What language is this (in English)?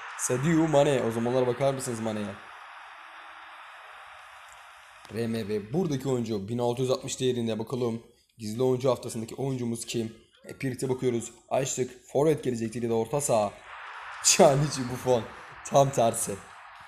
Turkish